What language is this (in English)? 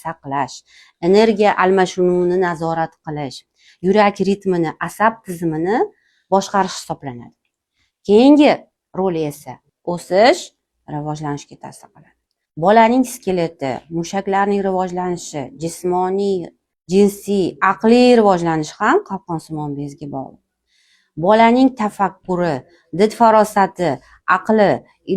Uzbek